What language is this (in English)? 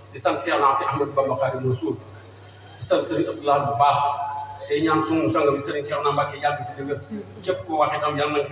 Wolof